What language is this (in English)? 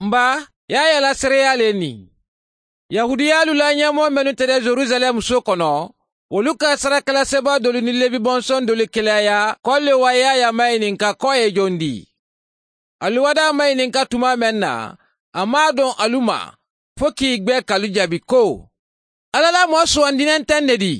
Mandingo